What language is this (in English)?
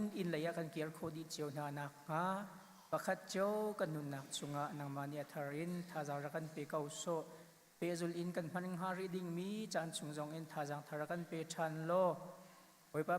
Hakha Chin